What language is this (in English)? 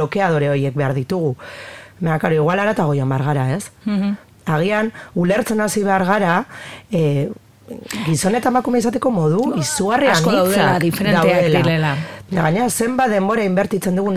Basque